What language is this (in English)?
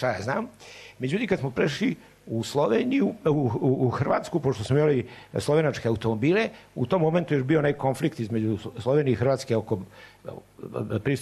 Serbian